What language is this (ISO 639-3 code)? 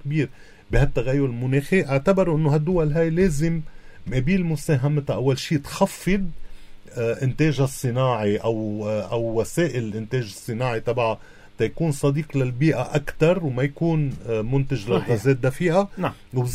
apc